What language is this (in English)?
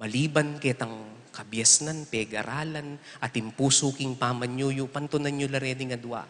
Pampanga